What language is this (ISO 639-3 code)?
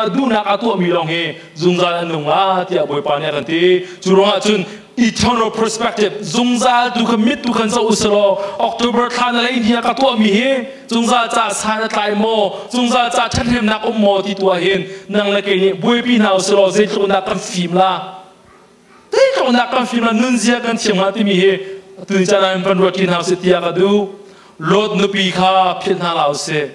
cnh